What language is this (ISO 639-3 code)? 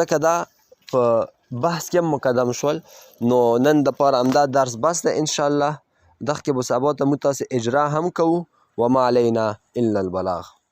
pus